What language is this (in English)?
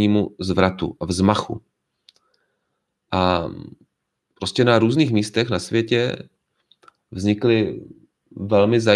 Czech